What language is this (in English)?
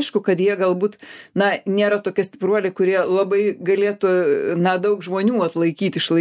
Lithuanian